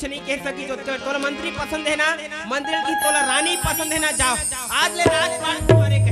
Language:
Chhattisgarhi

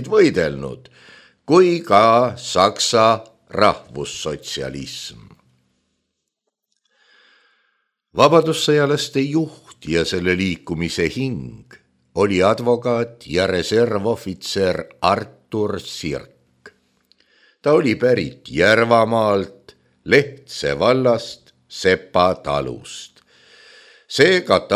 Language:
Estonian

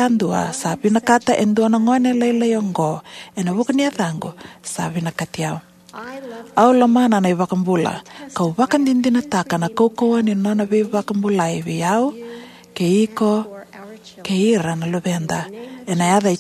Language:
Fijian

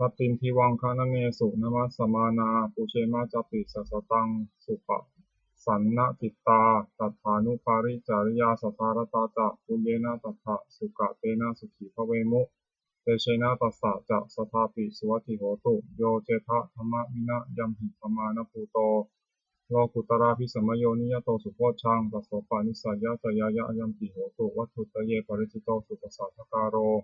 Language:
Pali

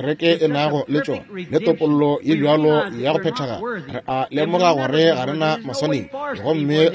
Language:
Northern Sotho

